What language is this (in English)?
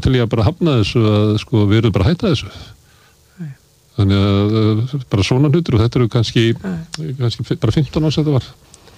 Icelandic